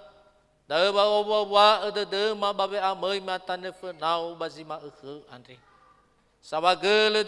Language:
Nias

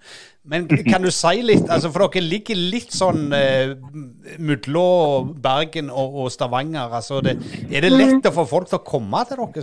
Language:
Norwegian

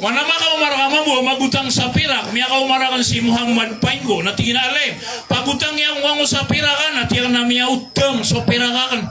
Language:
Maranao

